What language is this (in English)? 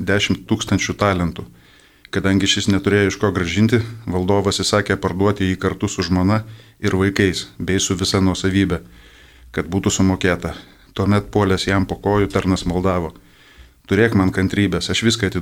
Lithuanian